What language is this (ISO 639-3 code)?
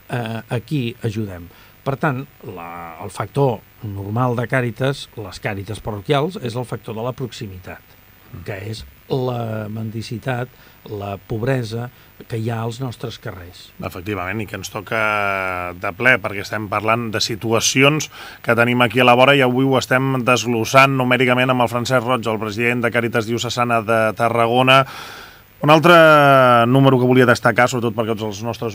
cat